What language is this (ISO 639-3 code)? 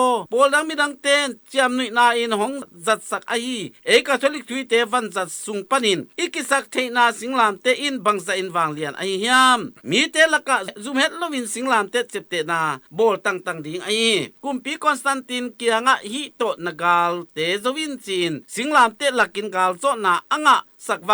ctd